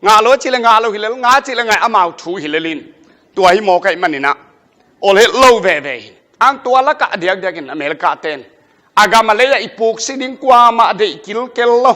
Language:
Tedim Chin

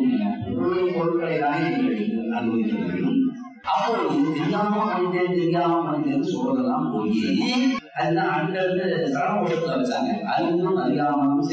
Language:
Tamil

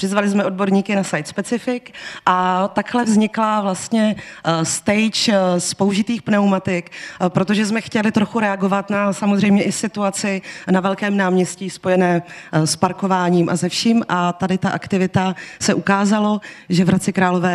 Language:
Czech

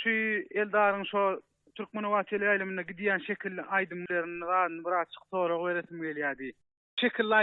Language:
Turkmen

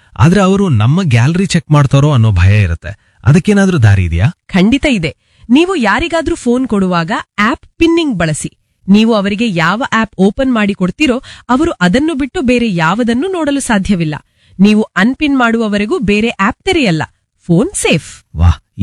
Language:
Kannada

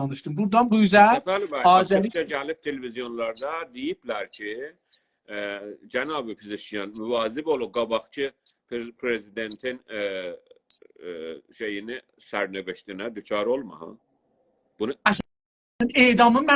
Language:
South Azerbaijani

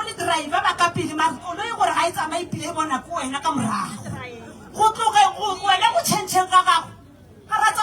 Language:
Northern Sotho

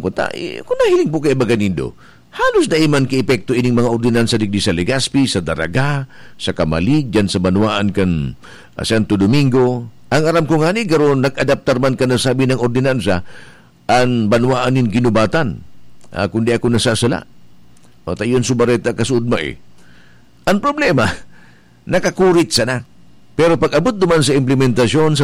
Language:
Bikol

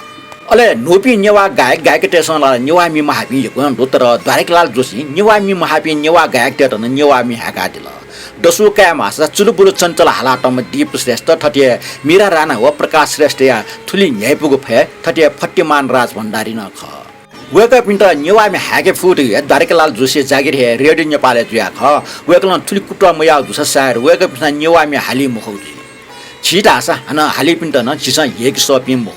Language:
Newari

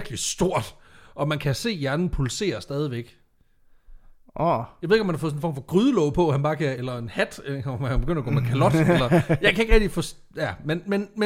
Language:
Danish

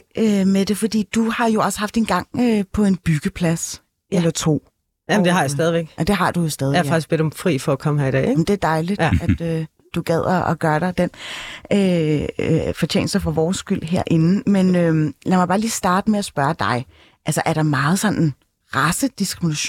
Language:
Danish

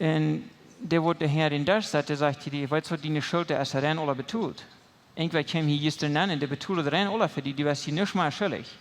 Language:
Plautdietsch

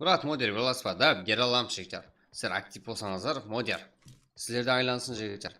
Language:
Kara-Kalpak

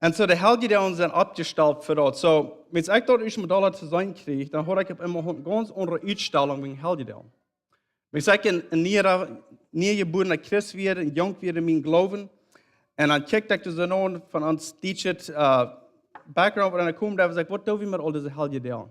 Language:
Plautdietsch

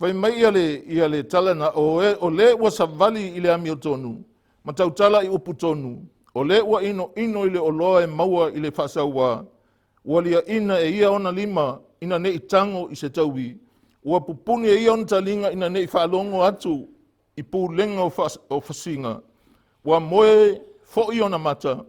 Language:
Samoan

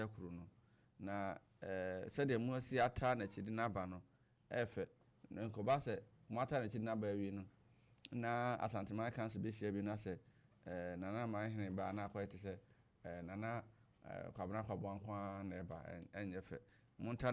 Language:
Akan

